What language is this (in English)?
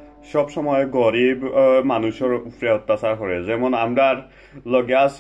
Sylheti